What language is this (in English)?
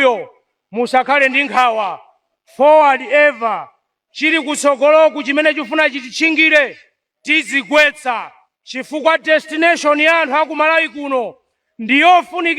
Nyanja